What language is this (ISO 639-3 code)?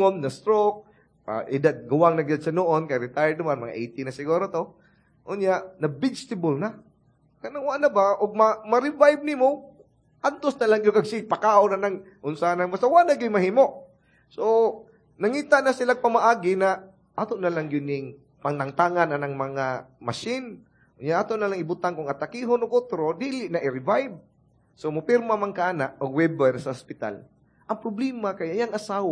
ceb